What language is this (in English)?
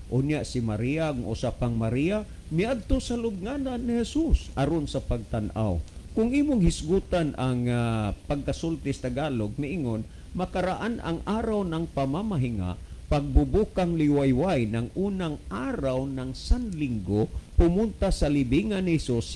Cebuano